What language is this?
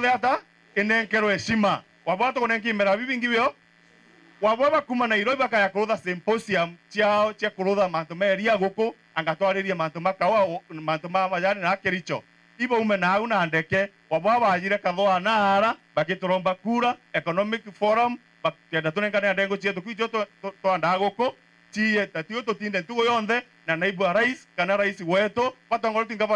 Meru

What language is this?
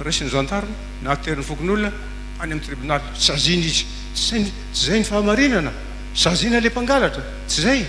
Malagasy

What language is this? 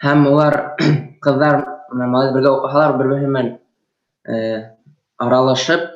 Bashkir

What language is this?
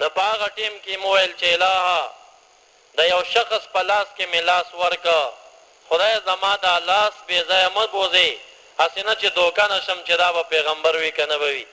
Pashto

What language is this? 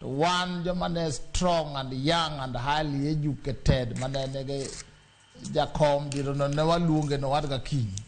Luo (Kenya and Tanzania)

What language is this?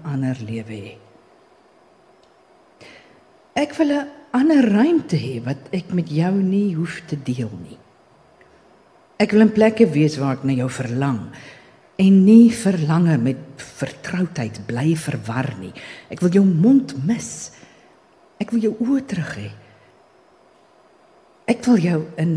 Afrikaans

